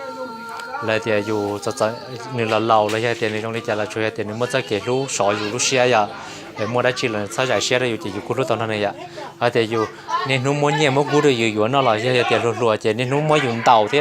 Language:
Hmong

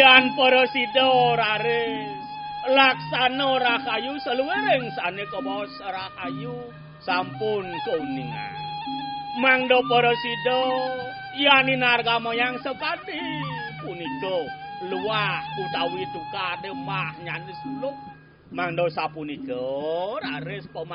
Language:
Balinese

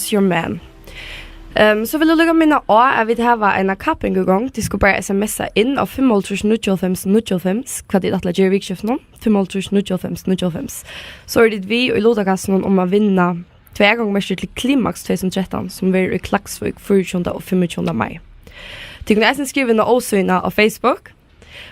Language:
Faroese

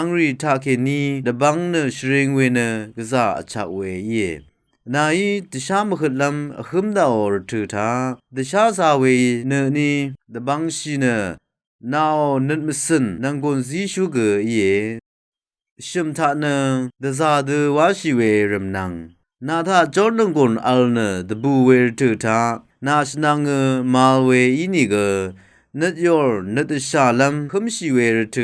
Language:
Rawang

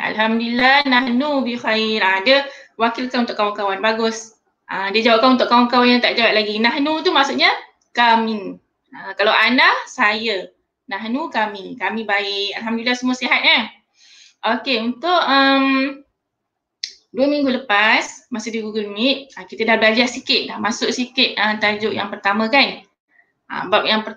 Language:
Malay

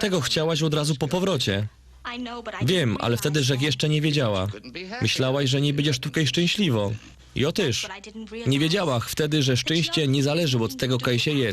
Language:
Silesian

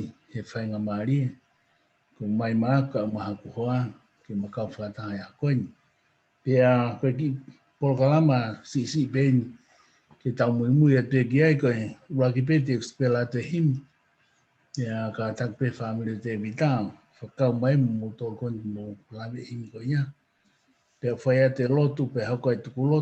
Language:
Tongan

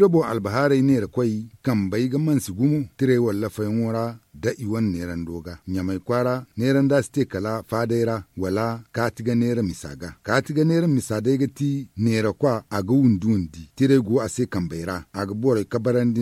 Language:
Zarma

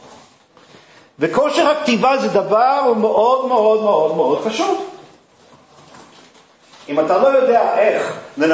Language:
Hebrew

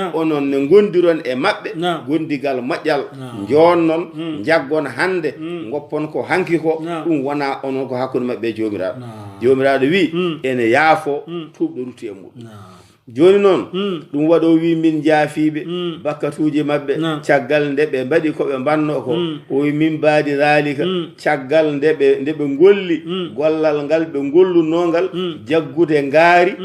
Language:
Fula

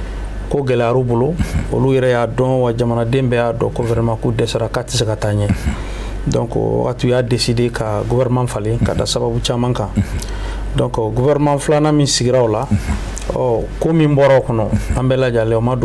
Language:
Bambara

